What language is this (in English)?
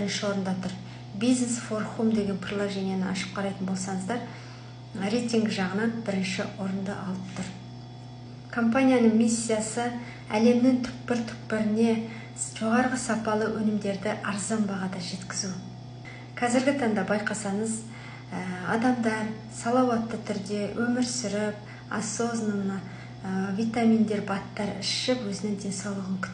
Kazakh